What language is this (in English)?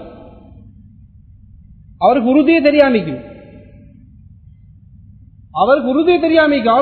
Tamil